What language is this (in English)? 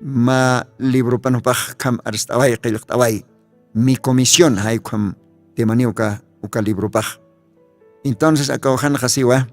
Aymara